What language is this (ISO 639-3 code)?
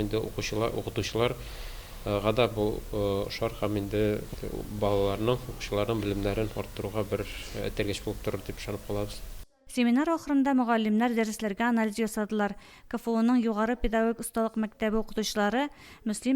tat